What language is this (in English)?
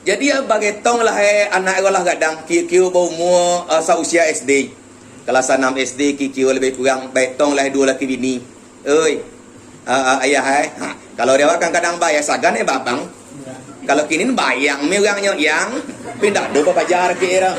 Minangkabau